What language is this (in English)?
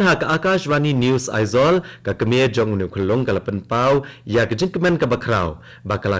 Khasi